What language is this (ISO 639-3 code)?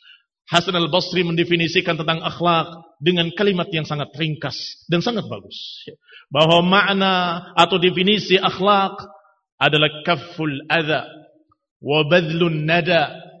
ind